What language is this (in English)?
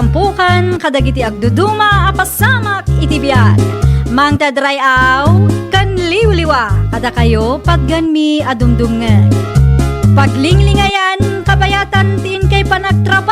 Iloko